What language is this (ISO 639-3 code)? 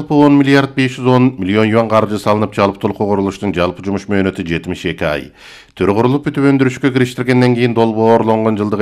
kir